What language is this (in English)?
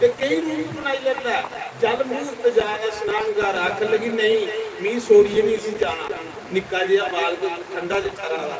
Dogri